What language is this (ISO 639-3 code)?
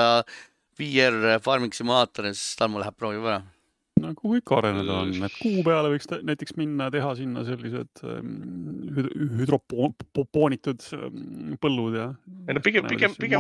est